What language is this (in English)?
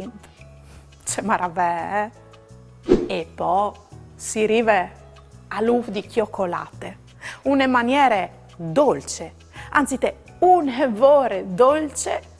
Friulian